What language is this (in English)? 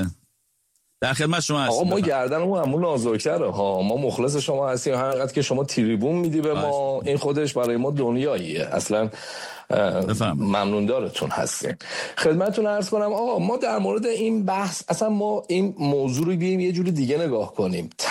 Persian